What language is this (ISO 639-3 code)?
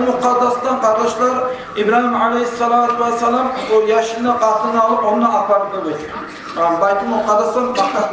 kum